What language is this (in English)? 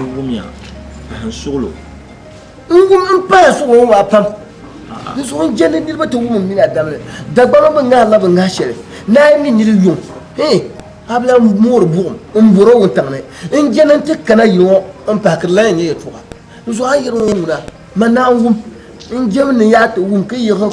Dagbani